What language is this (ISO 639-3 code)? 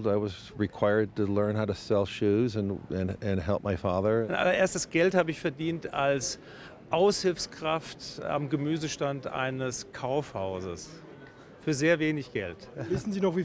gsw